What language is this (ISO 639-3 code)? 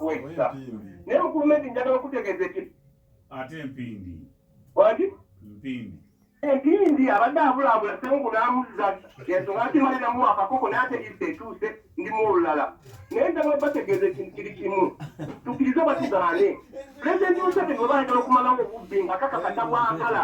lug